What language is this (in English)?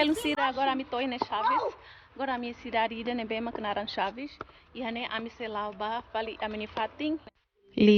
Tetum